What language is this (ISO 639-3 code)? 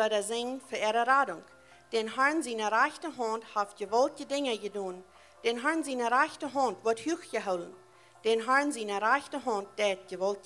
pdt